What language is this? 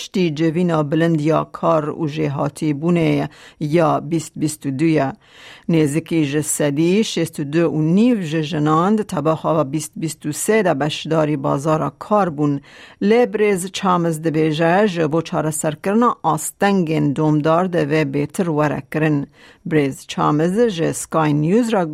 Kurdish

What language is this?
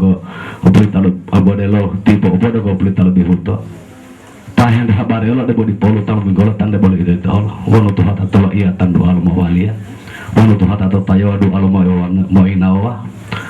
Gorontalo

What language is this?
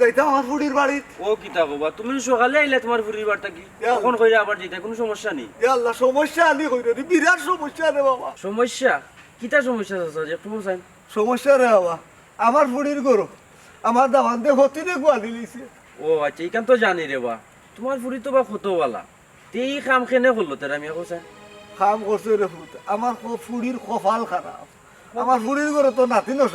Sylheti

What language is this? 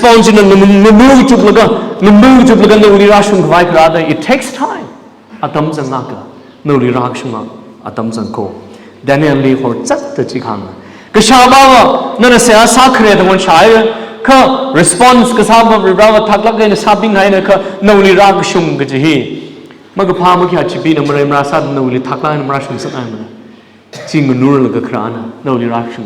Tangkhul Naga (India)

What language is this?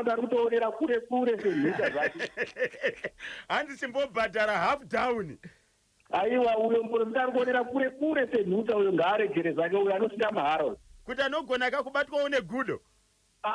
Shona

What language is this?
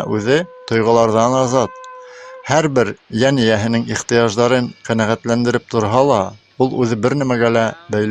Bashkir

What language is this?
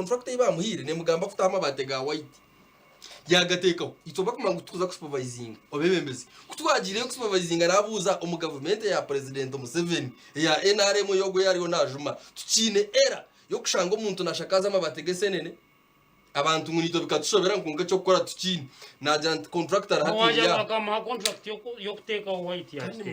Nyankole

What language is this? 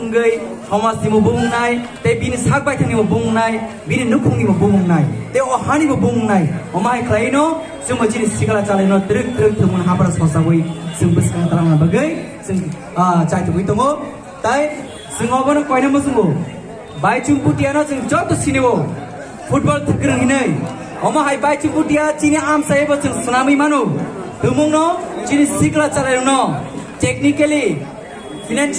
Kok Borok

